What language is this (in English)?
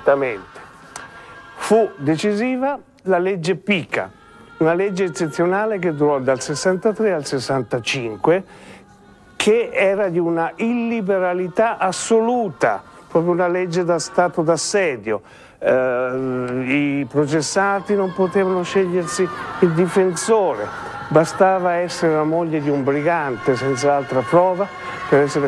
Italian